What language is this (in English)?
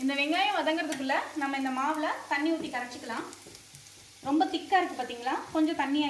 Tamil